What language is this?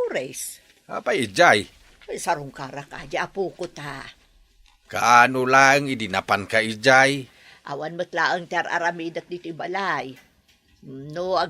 Iloko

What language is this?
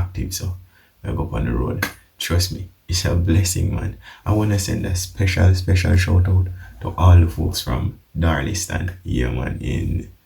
Jamaican Creole English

